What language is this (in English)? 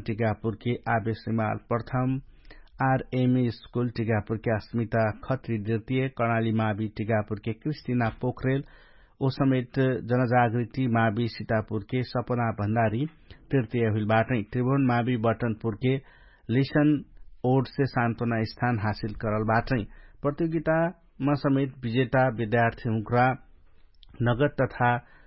Dangaura Tharu